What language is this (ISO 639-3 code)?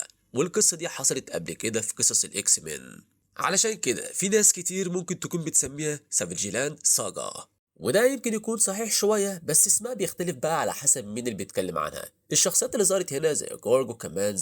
arz